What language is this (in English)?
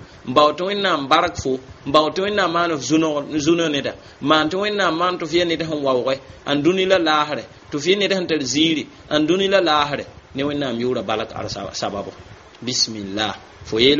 Mossi